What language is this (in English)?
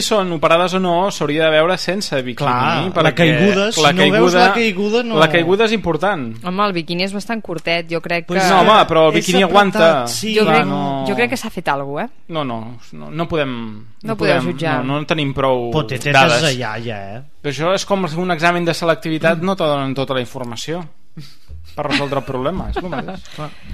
Catalan